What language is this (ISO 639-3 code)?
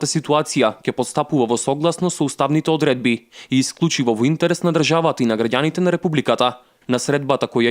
mkd